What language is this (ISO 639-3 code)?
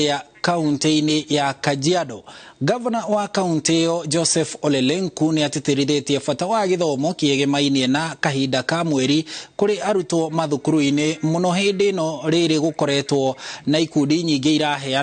kik